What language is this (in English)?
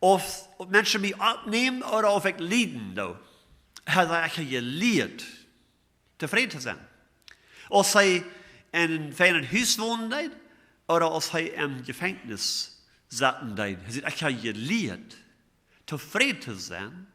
Plautdietsch